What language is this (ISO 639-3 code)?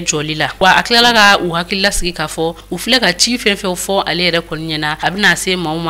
bam